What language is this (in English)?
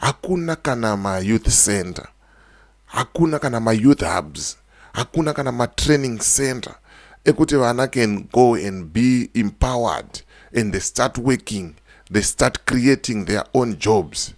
Shona